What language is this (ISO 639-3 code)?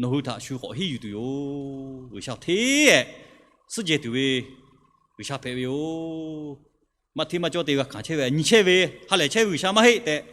lhu